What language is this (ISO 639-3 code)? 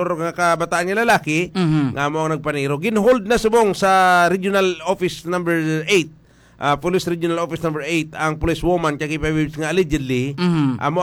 hil